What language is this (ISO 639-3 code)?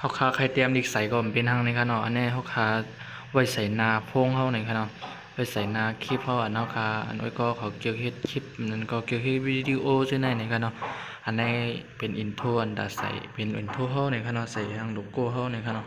shn